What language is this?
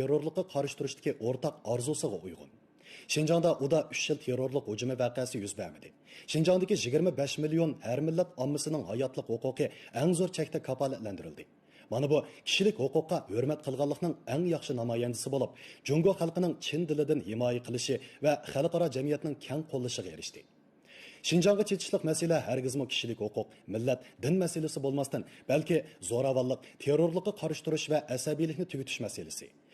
Uyghur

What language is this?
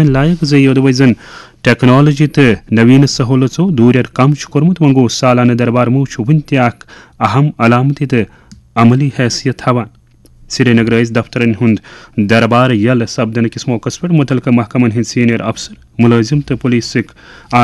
Kashmiri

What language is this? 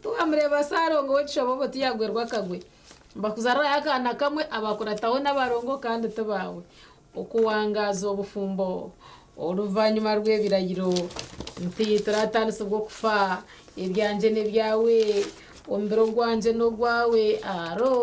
Nyankole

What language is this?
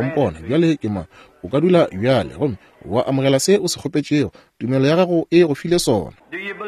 Northern Sotho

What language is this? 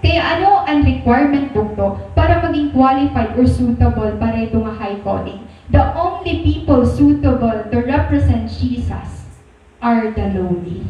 Waray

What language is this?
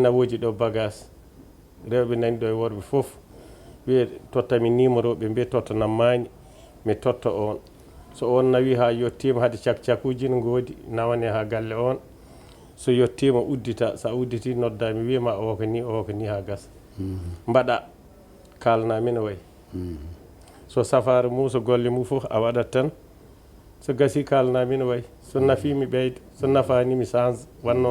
Fula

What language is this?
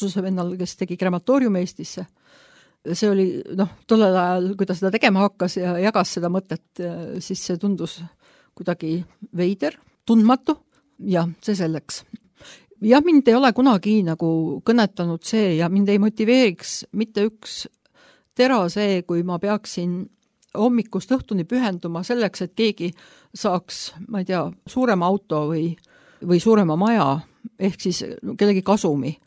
Estonian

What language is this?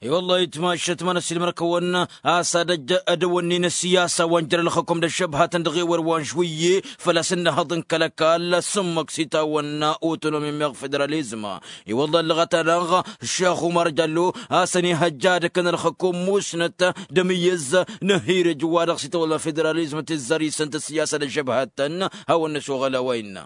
Tamasheq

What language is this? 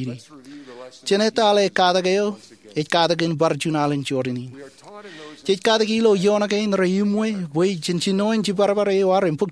Marshallese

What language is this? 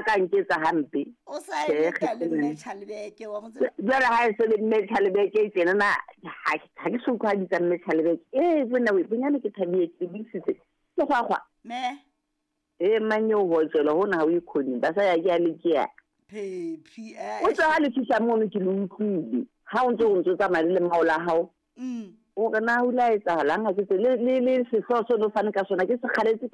Southern Sotho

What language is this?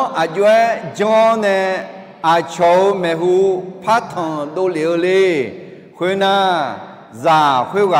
Akha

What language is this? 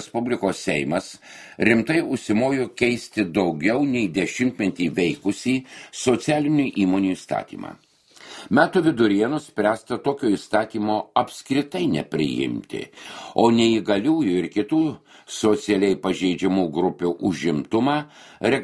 Lithuanian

